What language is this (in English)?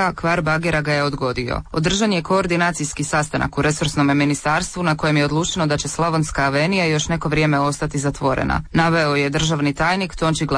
Croatian